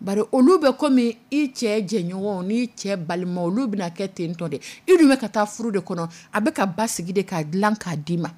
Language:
Dyula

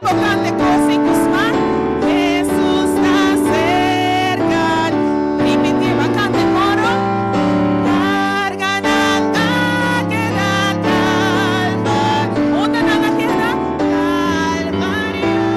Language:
Papiamento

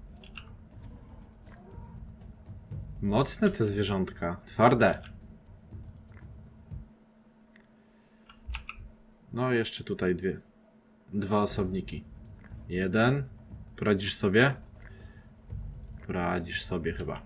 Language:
Polish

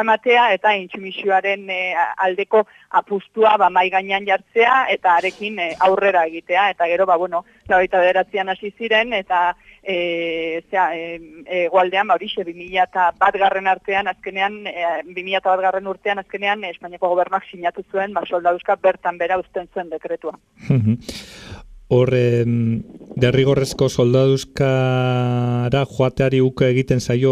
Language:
Basque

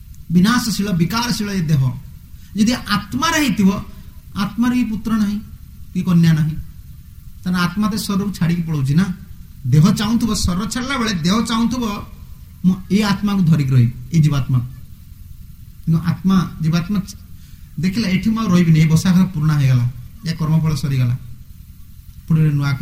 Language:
Odia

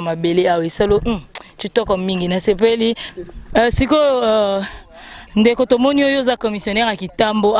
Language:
Lingala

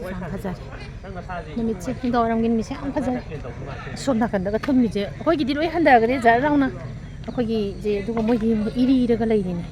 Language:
Manipuri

